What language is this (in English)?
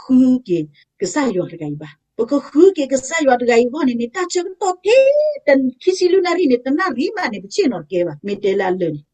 S'gaw Karen